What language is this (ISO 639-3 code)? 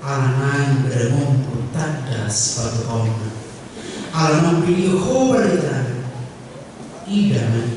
bbc